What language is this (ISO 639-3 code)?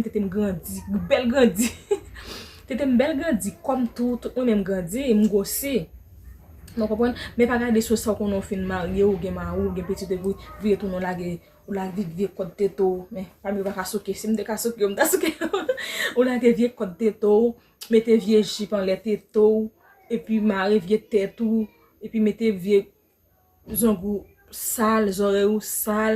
hat